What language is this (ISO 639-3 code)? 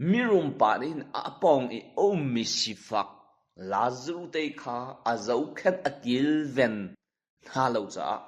cnh